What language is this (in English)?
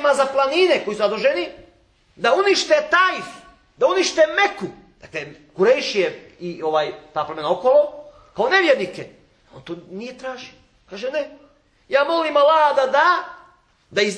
Bosnian